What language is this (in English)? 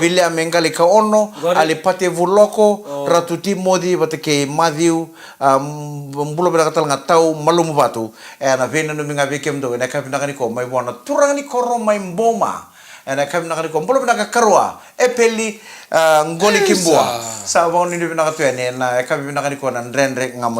Fijian